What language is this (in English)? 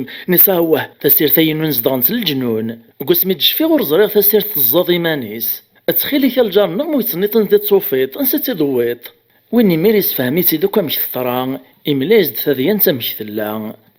Kabyle